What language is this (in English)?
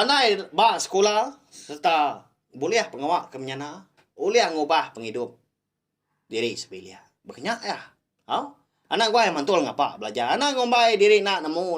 Iban